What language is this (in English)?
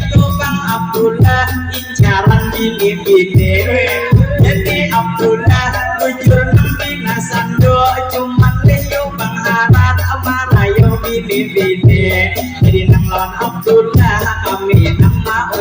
Banjar